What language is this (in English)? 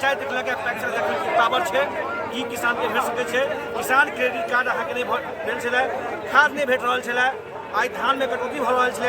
Maithili